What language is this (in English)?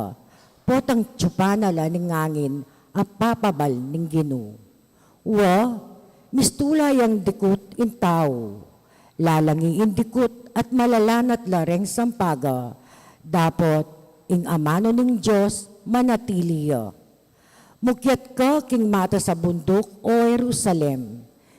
Pampanga